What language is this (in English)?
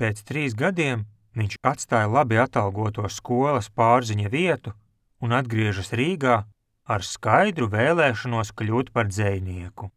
Latvian